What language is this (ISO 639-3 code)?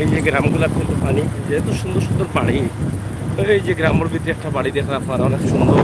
syl